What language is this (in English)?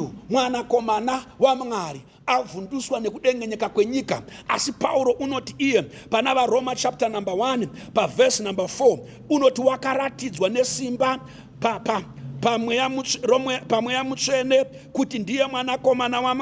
Shona